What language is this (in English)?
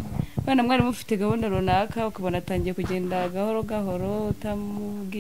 Kinyarwanda